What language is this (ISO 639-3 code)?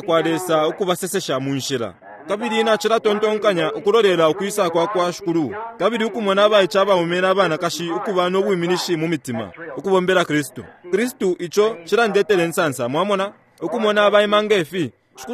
bem